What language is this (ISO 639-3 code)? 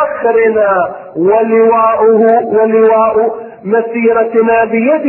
ara